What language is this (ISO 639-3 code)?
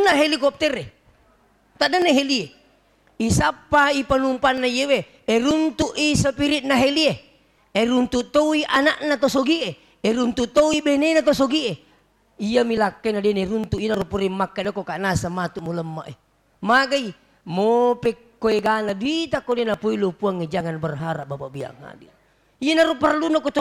bug